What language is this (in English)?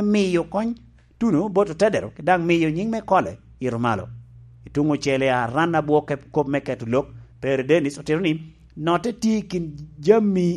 Lango (Uganda)